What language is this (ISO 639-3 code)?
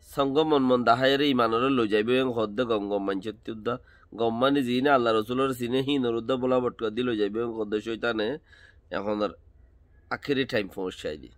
rhg